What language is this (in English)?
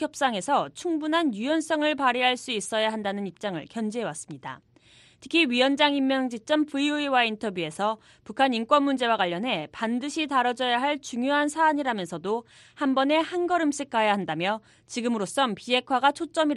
Korean